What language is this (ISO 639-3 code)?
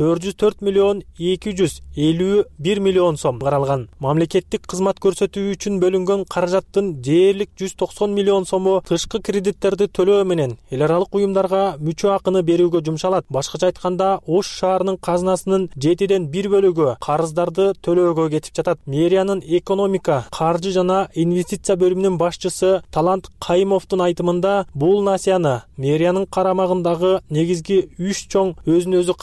kir